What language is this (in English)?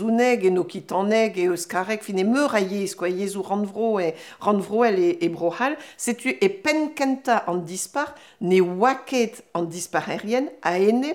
Breton